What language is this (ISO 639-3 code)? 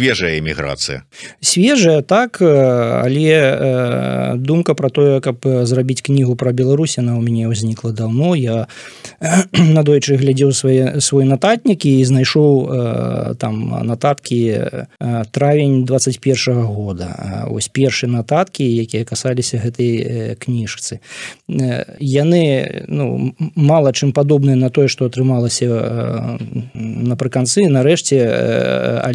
bel